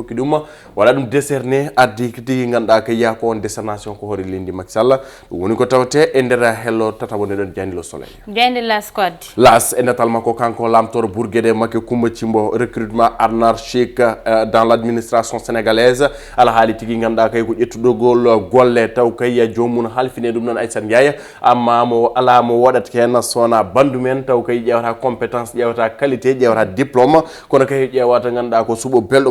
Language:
Fula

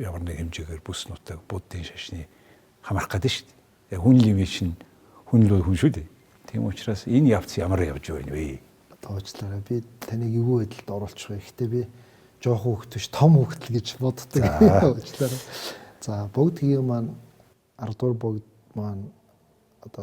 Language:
Mongolian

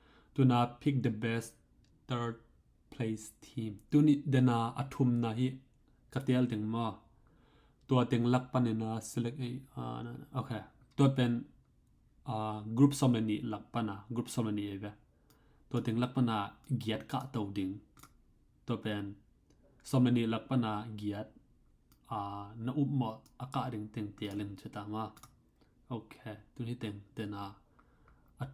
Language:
Tedim Chin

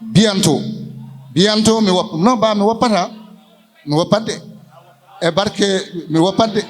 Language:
Fula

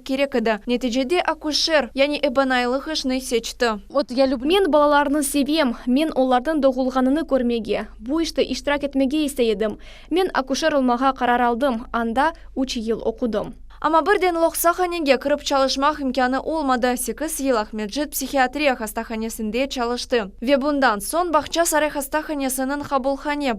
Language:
Crimean Tatar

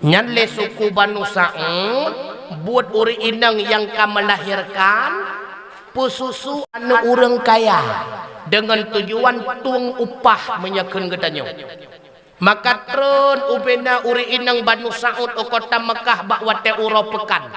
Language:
Achinese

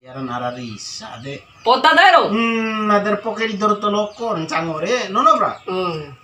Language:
Bima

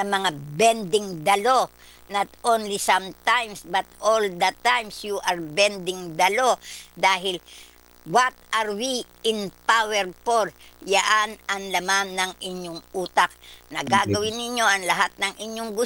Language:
Filipino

